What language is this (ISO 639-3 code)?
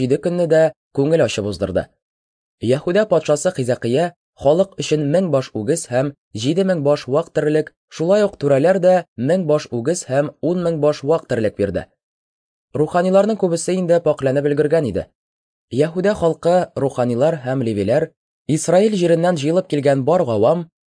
tat